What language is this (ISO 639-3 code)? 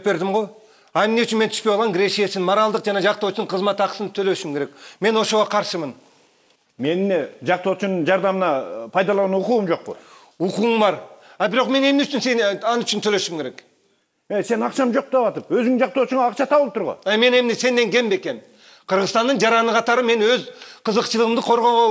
kir